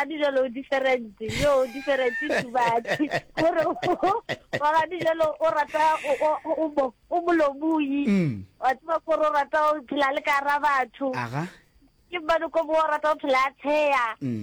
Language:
Northern Sotho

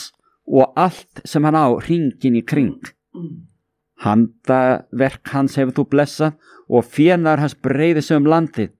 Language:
Icelandic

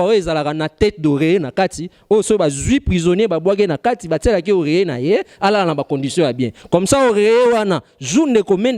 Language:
Lingala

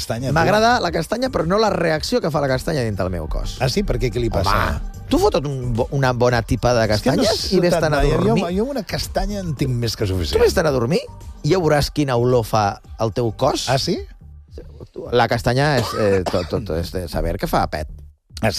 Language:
Catalan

